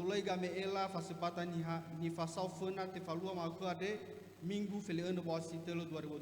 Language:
Nias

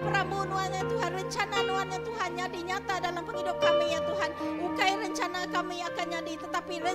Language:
Iban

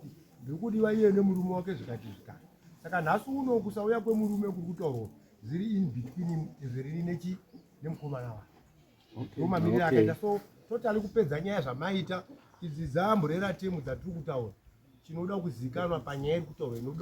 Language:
Shona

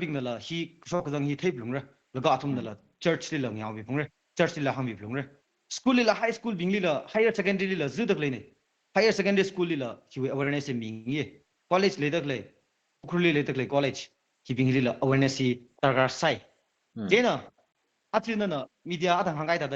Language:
Tangkhul Naga (India)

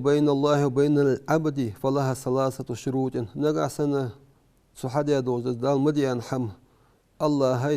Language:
Ingush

